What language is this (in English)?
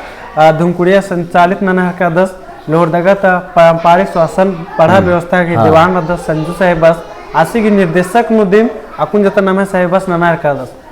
Kurukh